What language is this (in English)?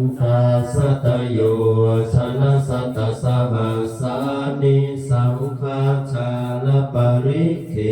Pali